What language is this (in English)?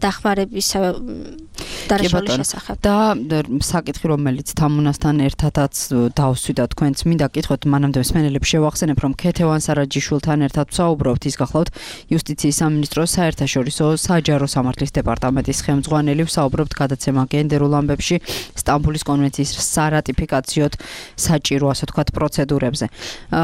Georgian